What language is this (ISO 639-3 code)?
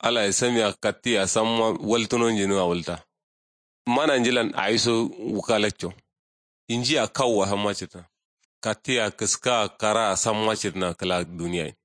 kau